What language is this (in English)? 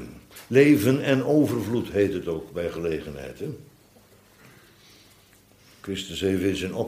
Dutch